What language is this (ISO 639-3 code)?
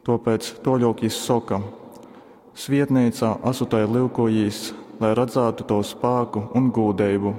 ltg